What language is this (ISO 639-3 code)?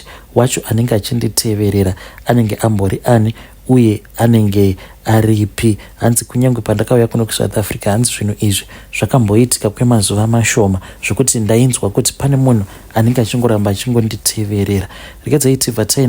sna